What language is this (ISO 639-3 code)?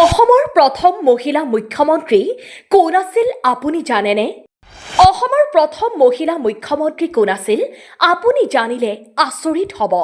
asm